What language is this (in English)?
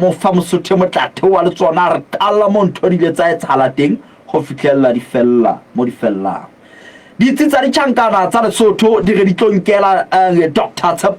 Southern Sotho